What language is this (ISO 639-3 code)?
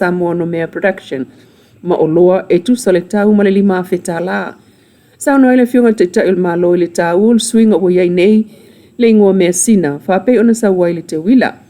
smo